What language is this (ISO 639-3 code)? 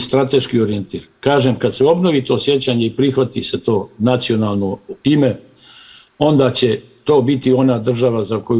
bos